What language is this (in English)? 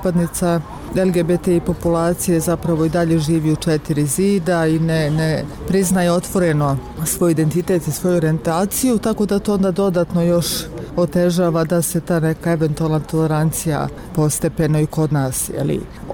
Bosnian